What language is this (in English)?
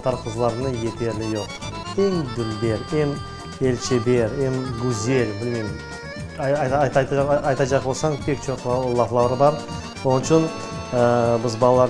Crimean Tatar